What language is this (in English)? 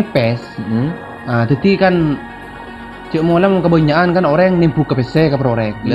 Madurese